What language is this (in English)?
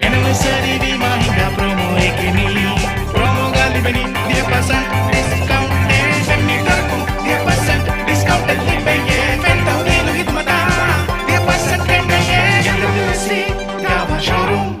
Divehi